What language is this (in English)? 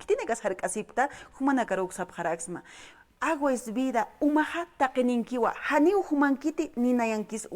Aymara